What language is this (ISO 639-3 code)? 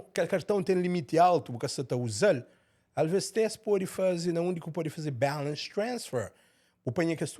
kea